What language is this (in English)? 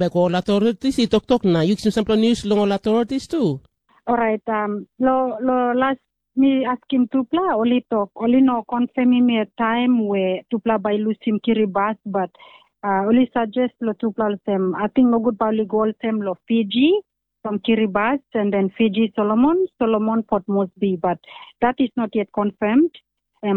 Tok Pisin